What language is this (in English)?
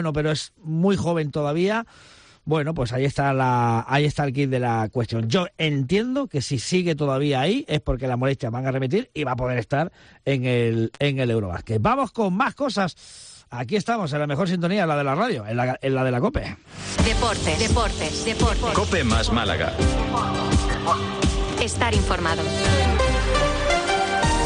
Spanish